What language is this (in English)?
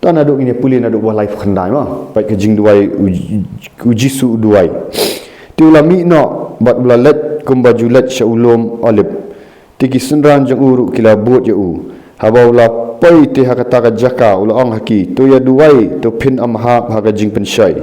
Khasi